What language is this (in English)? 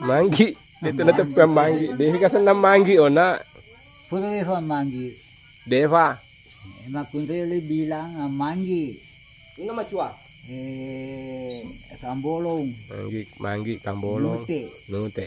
Buginese